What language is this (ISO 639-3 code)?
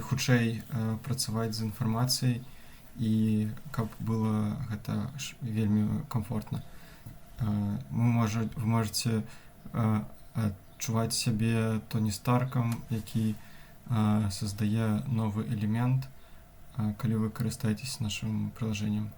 bel